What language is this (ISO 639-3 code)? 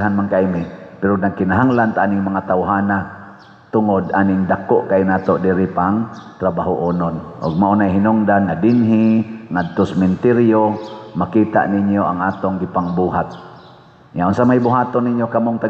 ceb